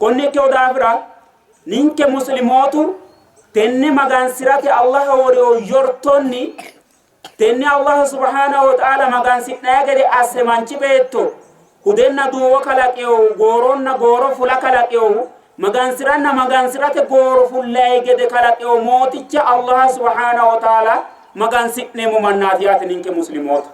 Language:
Sidamo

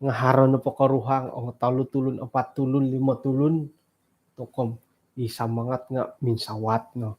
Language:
Central Dusun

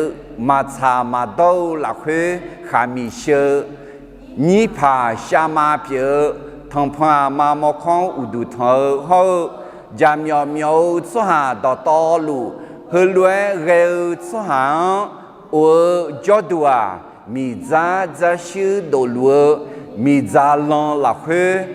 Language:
Akha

